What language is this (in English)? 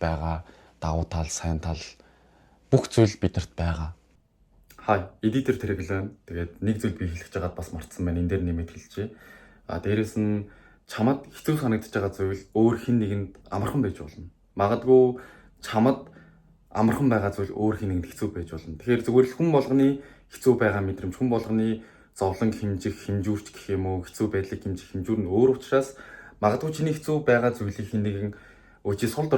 Mongolian